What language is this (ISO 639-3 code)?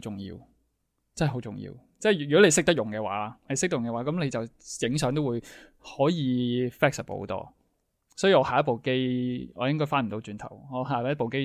yue